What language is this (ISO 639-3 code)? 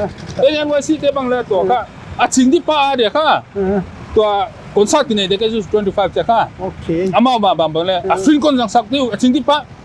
pck